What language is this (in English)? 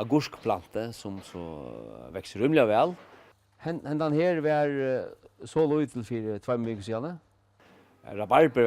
Faroese